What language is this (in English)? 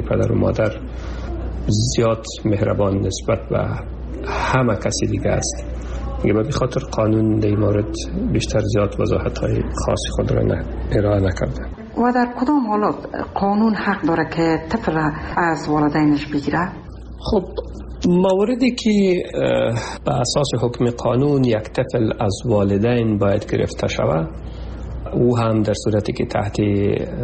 Persian